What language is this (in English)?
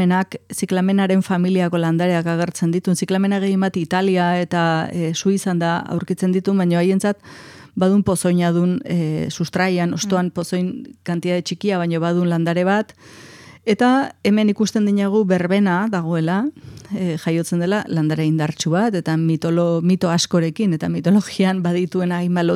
Basque